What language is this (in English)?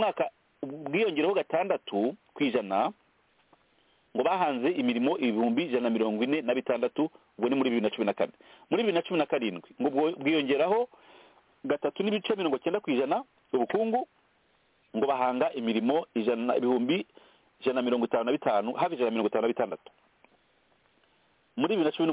Kinyarwanda